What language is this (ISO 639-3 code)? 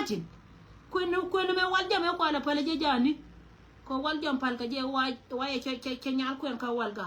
nus